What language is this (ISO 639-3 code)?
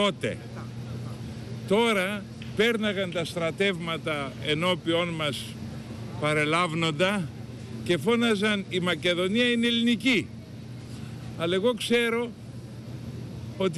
ell